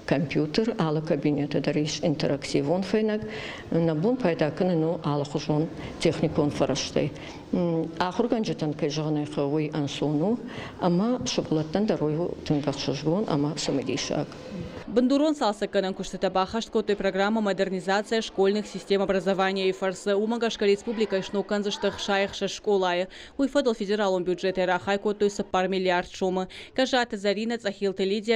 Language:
Ossetic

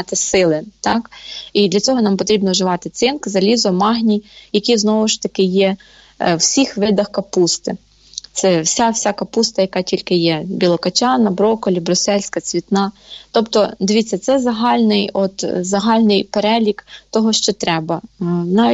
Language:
Ukrainian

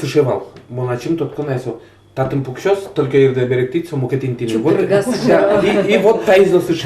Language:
Udmurt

